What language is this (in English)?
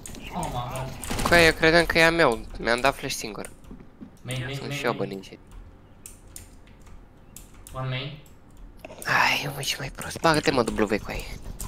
Romanian